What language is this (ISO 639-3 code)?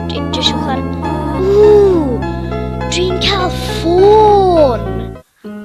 cym